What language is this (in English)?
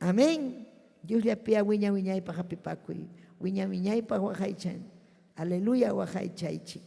Ayacucho Quechua